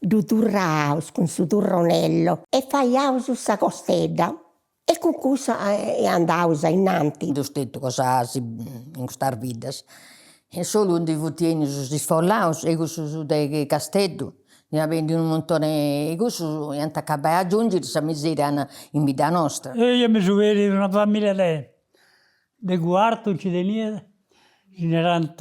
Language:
Sardinian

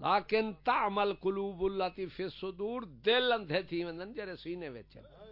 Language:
Saraiki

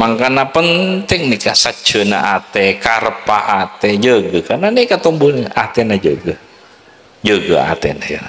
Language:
Madurese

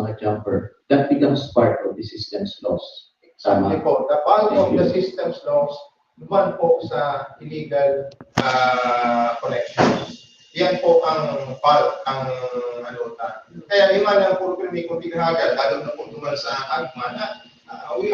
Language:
Bikol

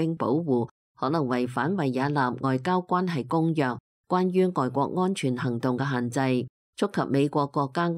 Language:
Cantonese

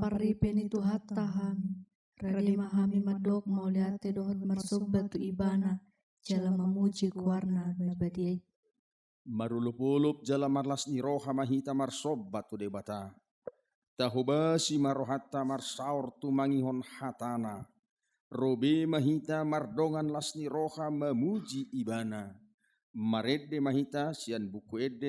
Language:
Batak Toba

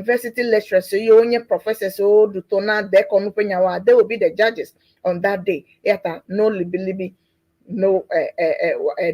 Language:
Ewe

